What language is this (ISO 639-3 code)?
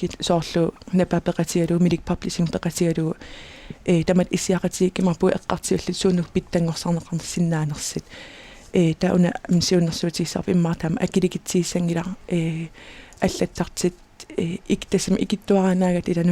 kal